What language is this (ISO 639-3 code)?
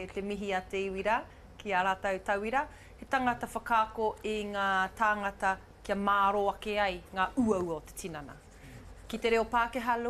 mri